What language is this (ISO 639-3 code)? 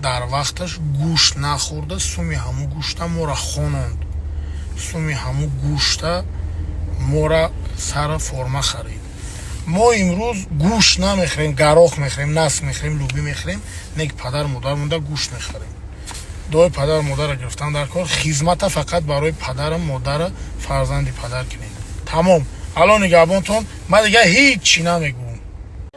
tgk